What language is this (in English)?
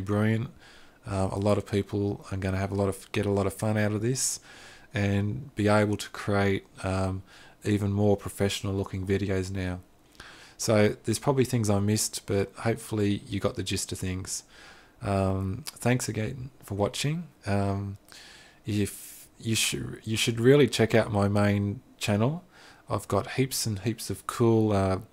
English